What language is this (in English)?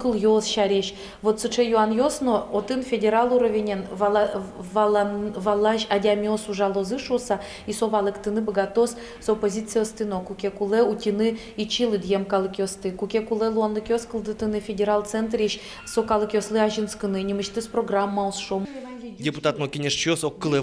Udmurt